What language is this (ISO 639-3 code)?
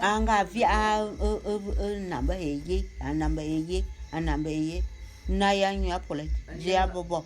bum